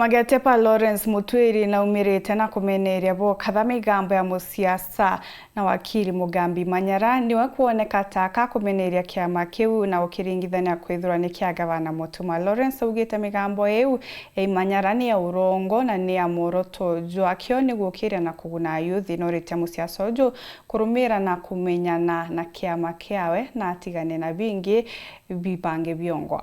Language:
Meru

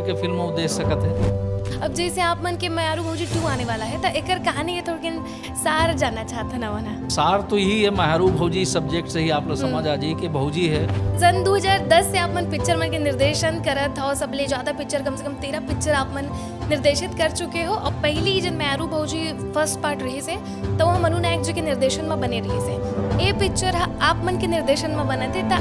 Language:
Chhattisgarhi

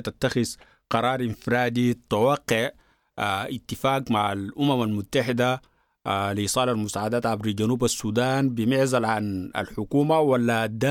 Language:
Sudanese Arabic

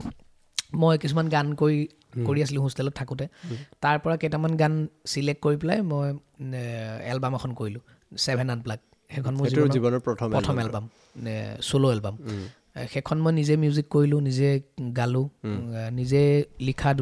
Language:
Assamese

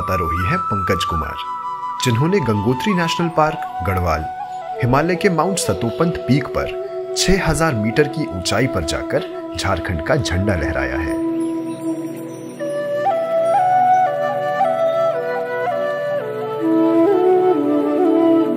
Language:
Hindi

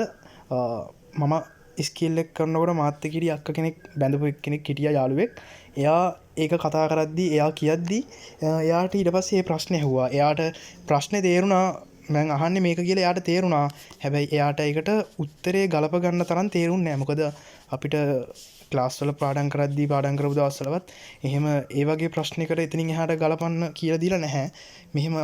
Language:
Sinhala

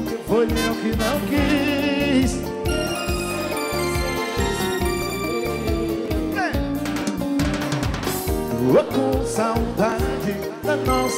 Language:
Portuguese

